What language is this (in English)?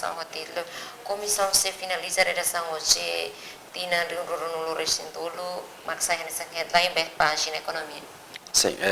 Tetum